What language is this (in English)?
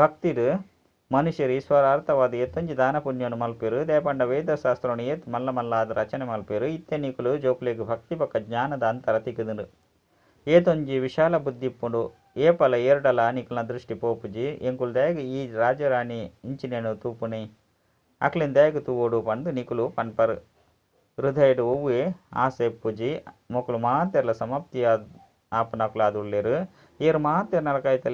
Tulu